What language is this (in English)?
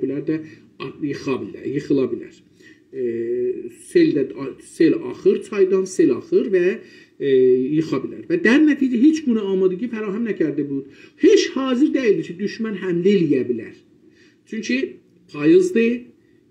South Azerbaijani